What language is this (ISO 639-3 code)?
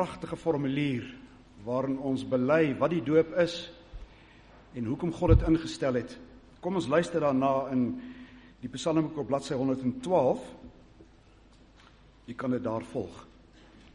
afr